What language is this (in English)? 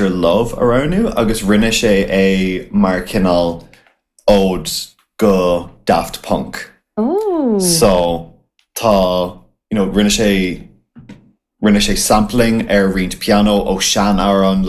Irish